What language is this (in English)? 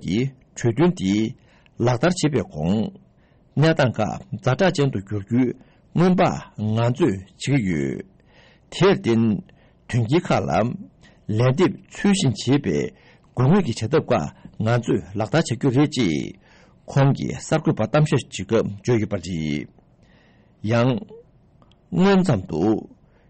Tibetan